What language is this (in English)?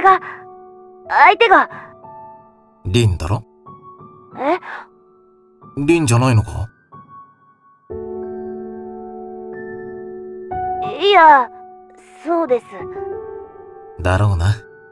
Japanese